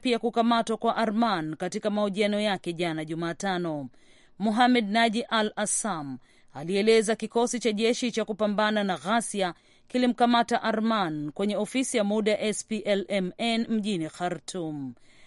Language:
Swahili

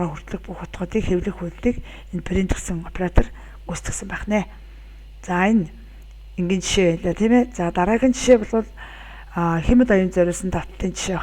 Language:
Mongolian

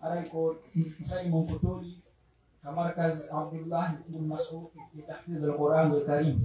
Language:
Pular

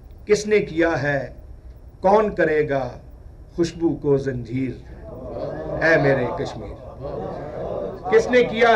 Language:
Urdu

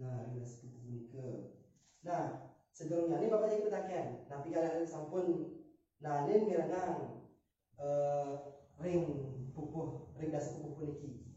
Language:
Balinese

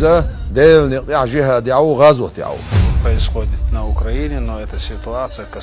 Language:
Chechen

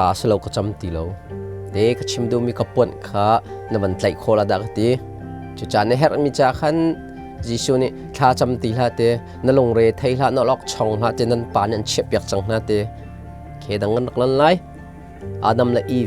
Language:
Hakha Chin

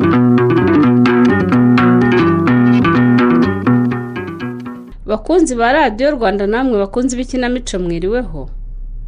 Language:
Kinyarwanda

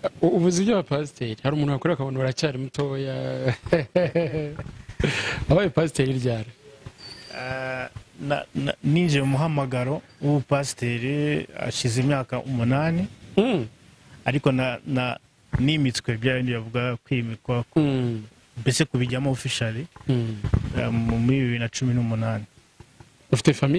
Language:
Kinyarwanda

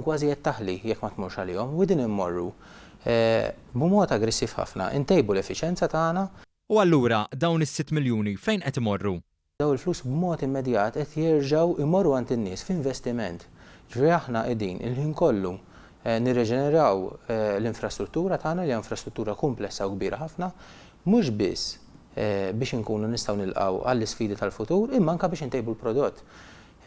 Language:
Maltese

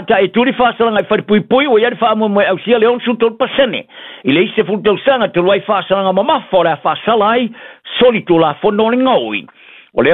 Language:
Samoan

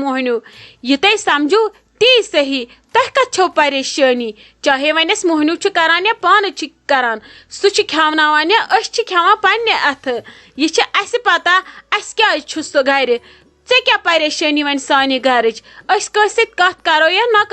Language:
Kashmiri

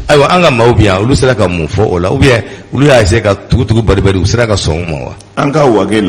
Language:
Bambara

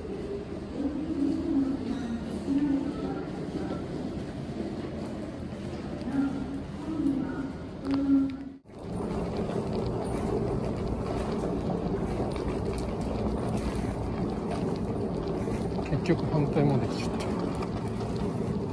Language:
Japanese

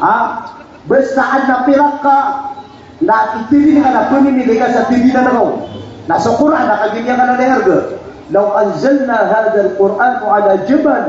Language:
Maranao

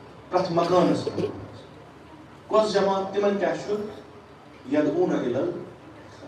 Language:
Kashmiri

